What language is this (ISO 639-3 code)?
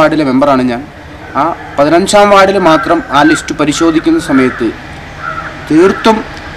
mal